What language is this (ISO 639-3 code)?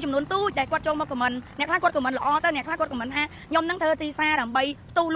khm